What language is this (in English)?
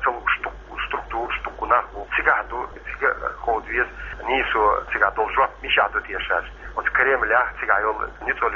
Chechen